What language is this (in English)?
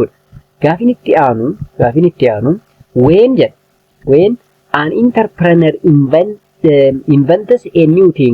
Oromo